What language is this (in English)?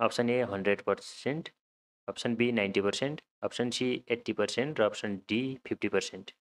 Nepali